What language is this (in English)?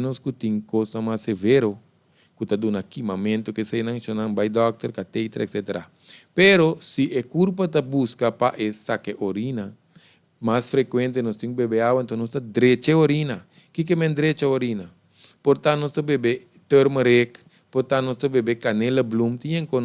Papiamento